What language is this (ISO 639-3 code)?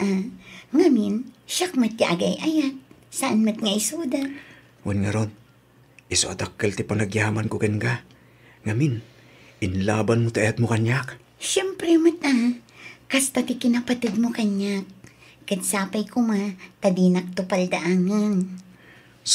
ilo